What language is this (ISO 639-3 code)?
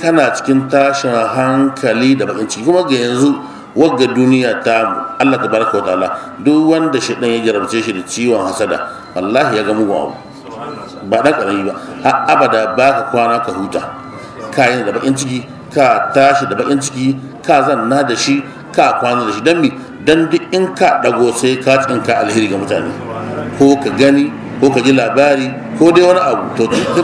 hau